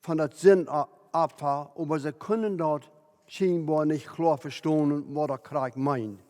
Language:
Plautdietsch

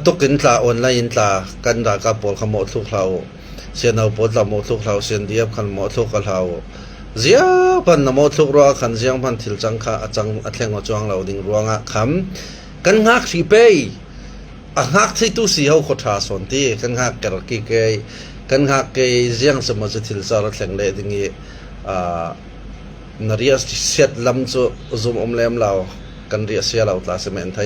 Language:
Falam Chin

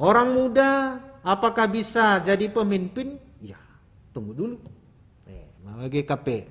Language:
Batak Karo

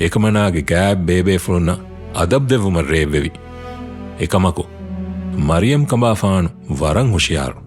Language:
Divehi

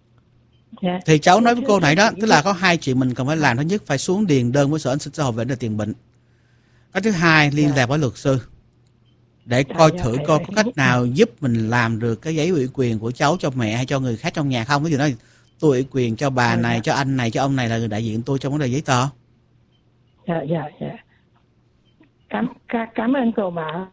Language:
Vietnamese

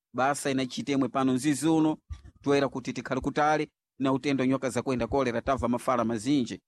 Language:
Sena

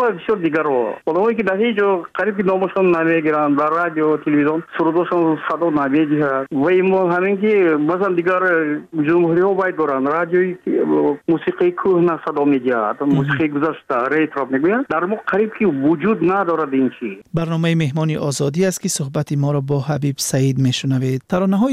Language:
Tajik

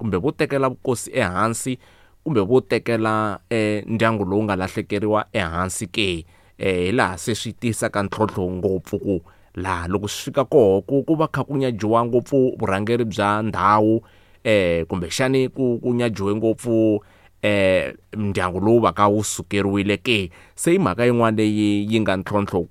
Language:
Tsonga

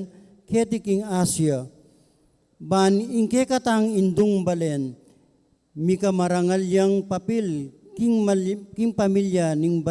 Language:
Pampanga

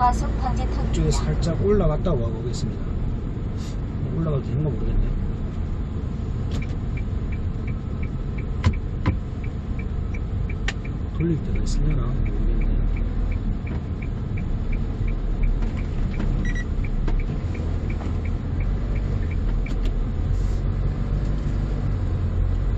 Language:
Korean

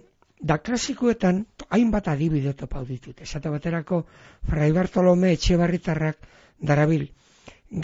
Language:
Basque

